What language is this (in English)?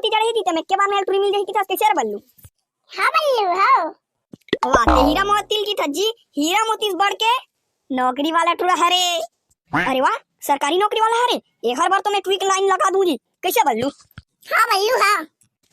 Chhattisgarhi